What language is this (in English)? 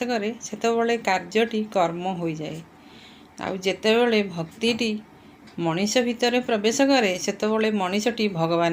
Odia